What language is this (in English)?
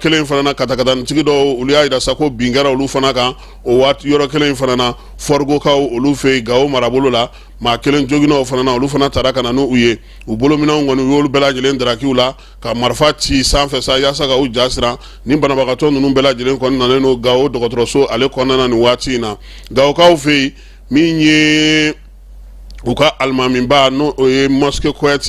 Bambara